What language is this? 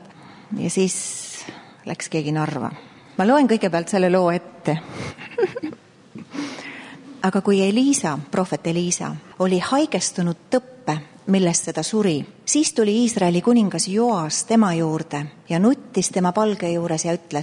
Estonian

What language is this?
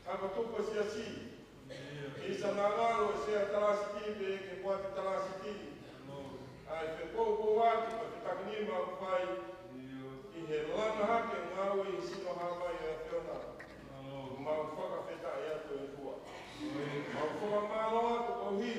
Tongan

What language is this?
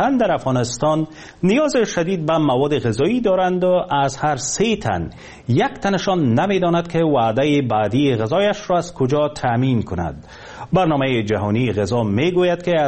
Persian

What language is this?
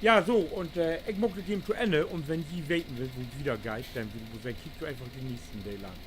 Low German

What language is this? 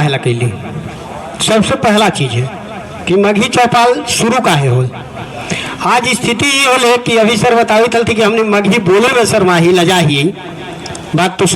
Magahi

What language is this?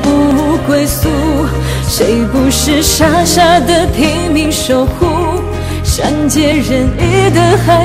Chinese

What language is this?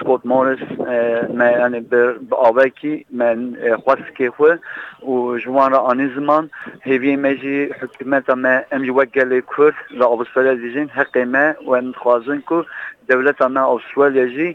Kurdish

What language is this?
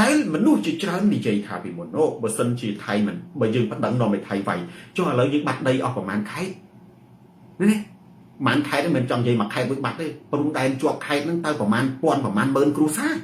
Khmer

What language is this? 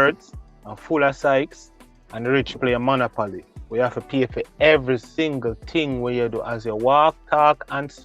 Jamaican Creole English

